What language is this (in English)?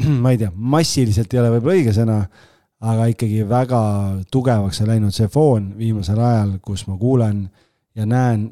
Estonian